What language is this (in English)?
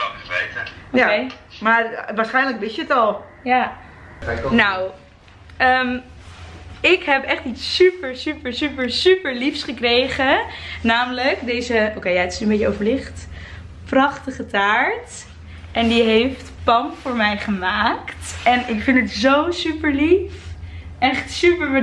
Dutch